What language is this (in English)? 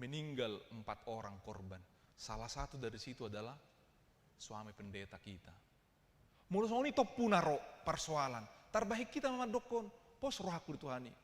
Batak Toba